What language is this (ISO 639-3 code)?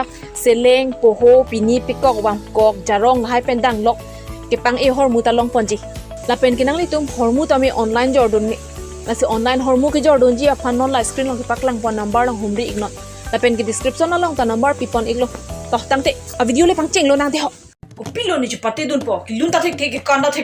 mjw